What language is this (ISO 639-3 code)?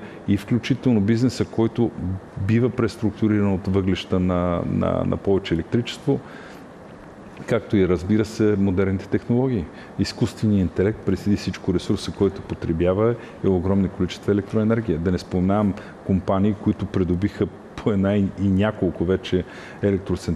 bul